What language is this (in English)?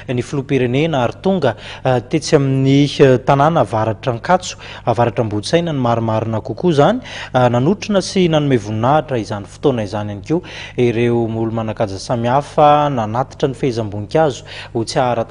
Malagasy